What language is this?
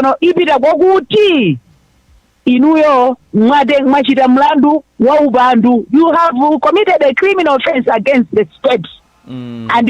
Nyanja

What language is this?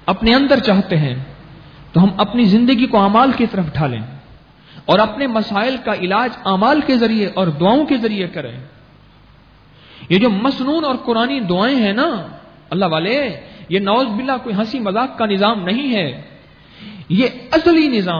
Urdu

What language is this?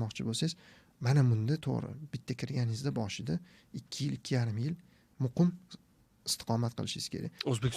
Uzbek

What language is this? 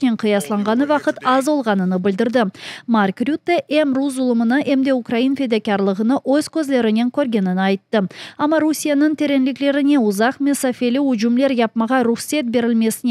Crimean Tatar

